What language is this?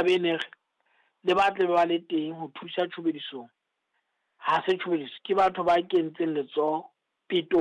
Southern Sotho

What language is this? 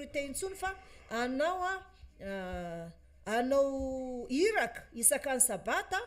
Malagasy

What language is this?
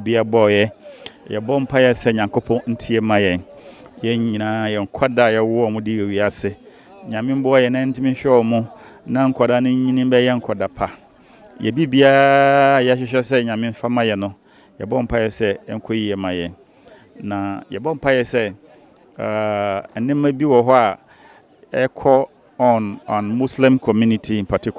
Akan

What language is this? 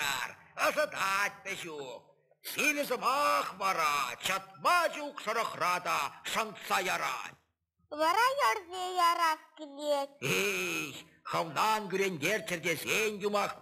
Chuvash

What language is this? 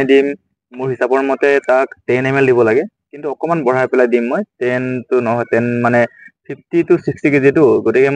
Assamese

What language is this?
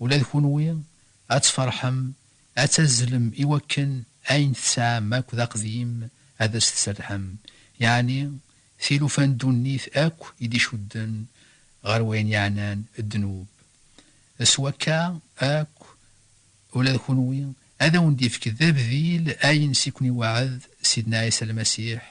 Kabyle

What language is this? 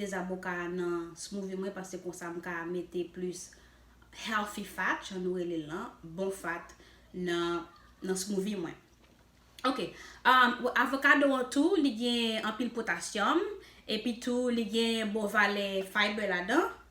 Haitian Creole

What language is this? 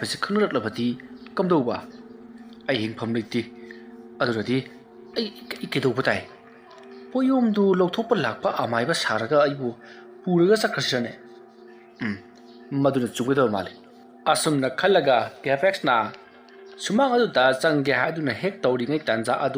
Manipuri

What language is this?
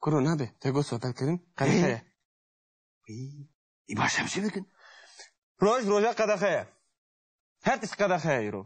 Kurdish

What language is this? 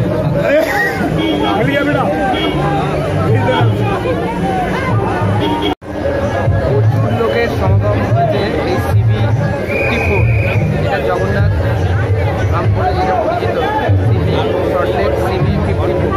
Bangla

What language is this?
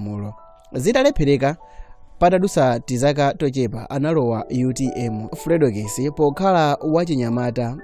Nyanja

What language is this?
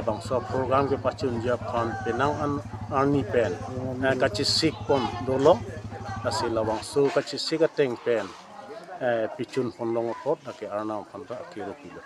Karbi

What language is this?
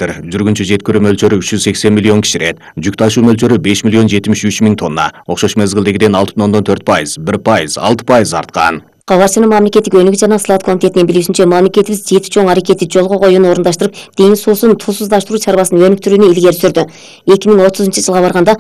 Kyrgyz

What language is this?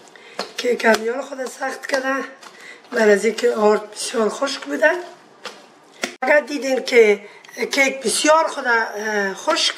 Persian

